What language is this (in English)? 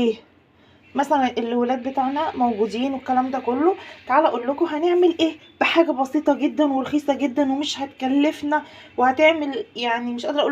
Egyptian Arabic